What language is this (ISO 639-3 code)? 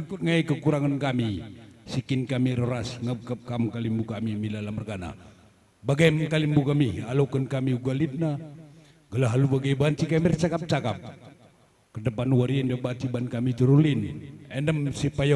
btx